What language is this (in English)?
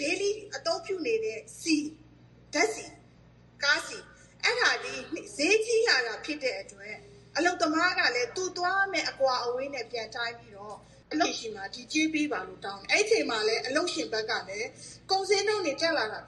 Burmese